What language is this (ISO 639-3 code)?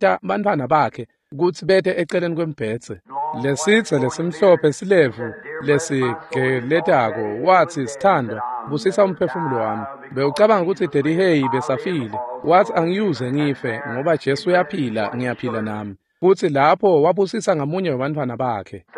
ssw